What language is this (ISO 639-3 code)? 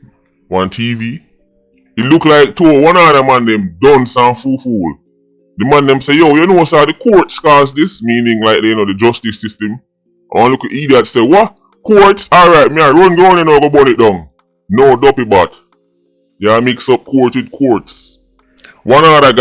jam